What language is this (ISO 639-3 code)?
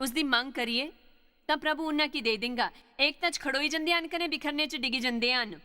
doi